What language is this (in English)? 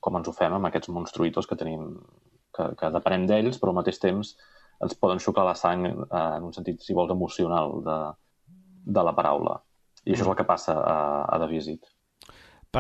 Catalan